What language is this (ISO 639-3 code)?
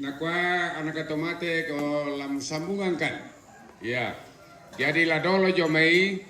sda